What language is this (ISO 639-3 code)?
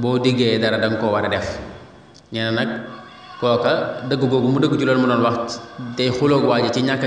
wol